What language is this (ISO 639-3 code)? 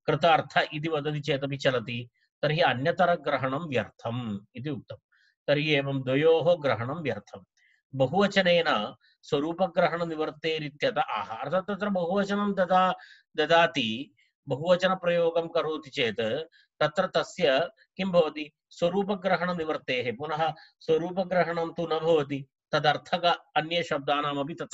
san